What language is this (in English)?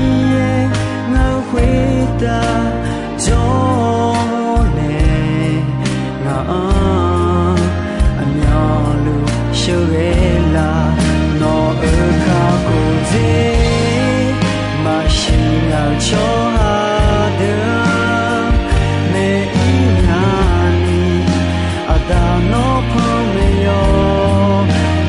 Akha